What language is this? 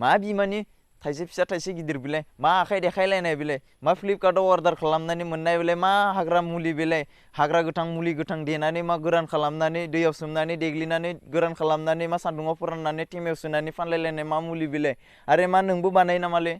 Bodo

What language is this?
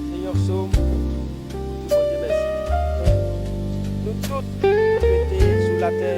Haitian Creole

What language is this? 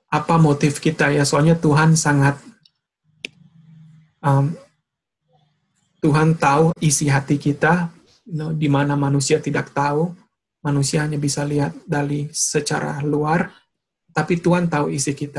Indonesian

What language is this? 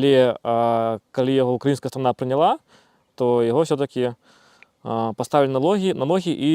Belarusian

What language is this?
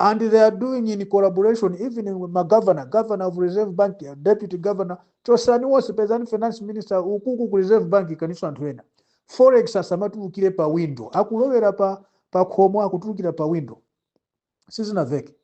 Nyanja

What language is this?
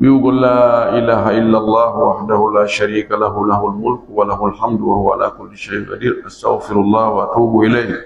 Pular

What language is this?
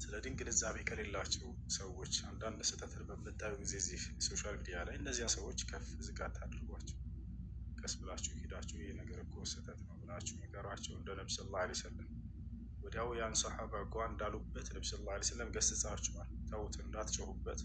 Amharic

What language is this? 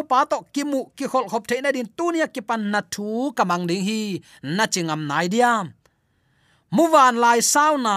Tedim Chin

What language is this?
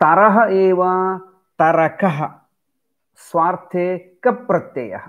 Sanskrit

